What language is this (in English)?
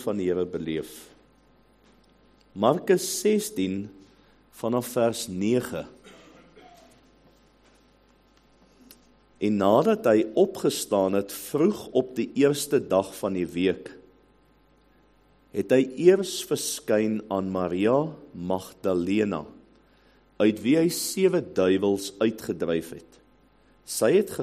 Afrikaans